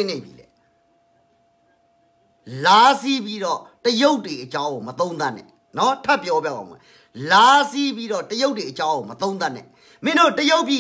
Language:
Burmese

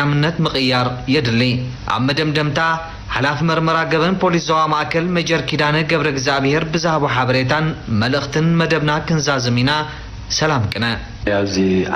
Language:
Tigrinya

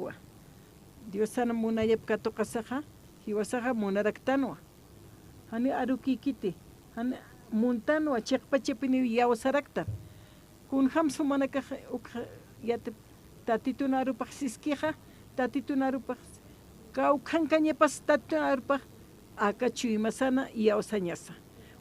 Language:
Aymara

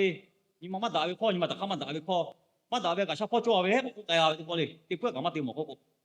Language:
Lahu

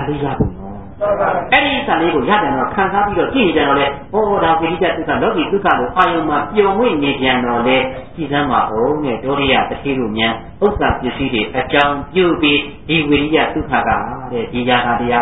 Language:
Burmese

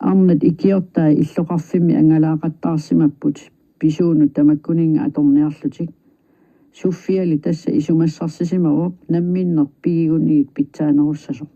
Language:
Kalaallisut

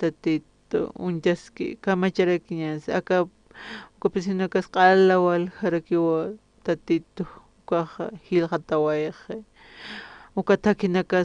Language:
Aymara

